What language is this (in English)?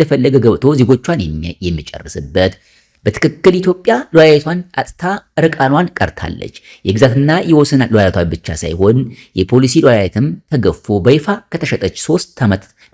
Amharic